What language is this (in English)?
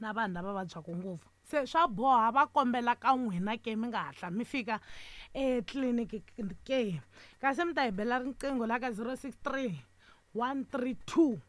Tsonga